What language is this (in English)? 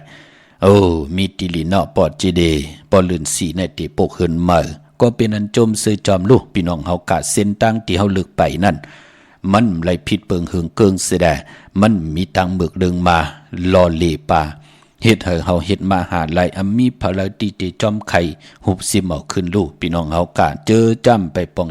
Shan